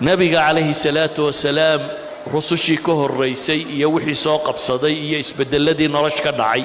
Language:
Somali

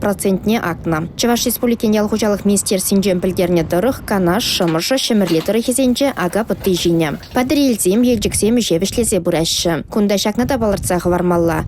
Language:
Chuvash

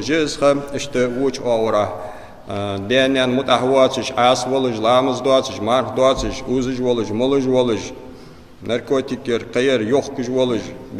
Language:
Ingush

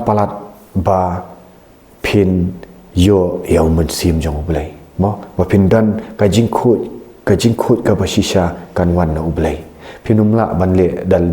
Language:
Khasi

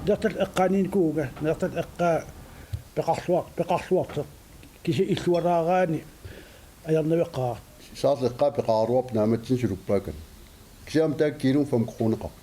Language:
Kalaallisut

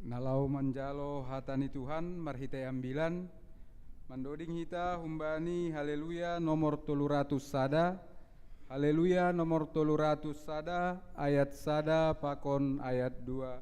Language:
Batak Simalungun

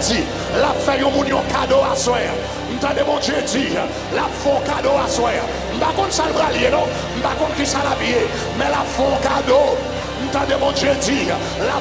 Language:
Haitian Creole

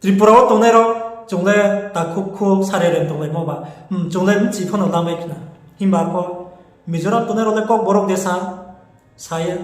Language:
Riang (India)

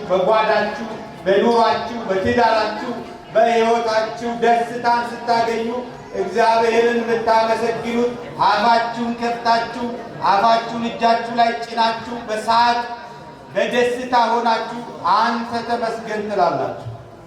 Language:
Amharic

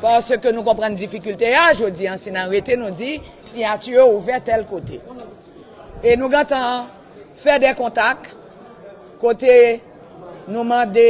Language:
Haitian Creole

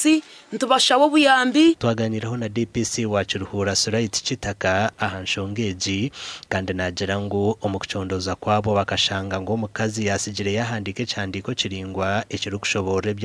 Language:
Nyankole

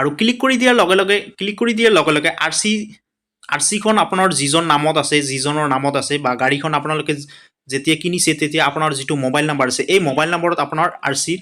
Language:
Assamese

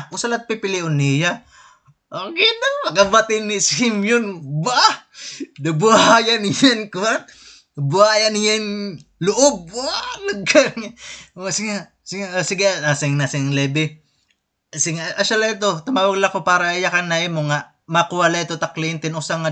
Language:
Waray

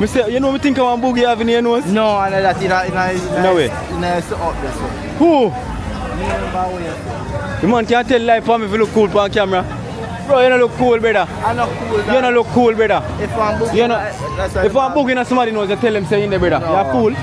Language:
Jamaican Creole English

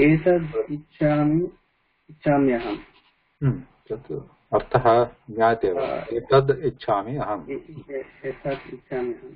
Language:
Sanskrit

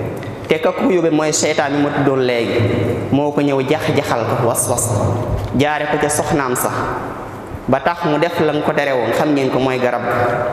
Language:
Wolof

